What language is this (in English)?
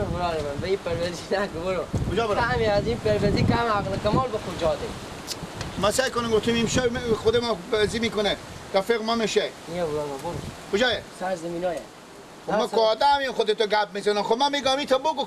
Persian